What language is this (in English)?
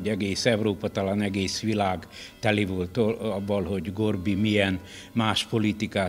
Hungarian